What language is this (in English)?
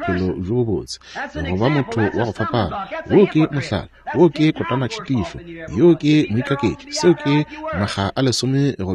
Northern Sotho